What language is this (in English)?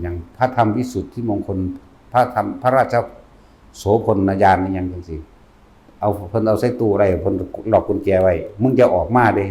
Northeastern Thai